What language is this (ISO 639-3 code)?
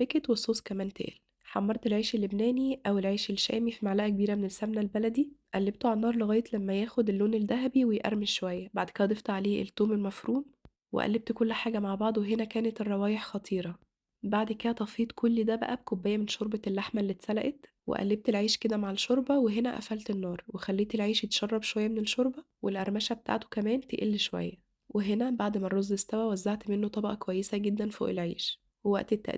arz